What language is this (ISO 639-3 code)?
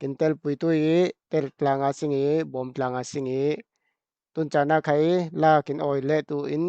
cfm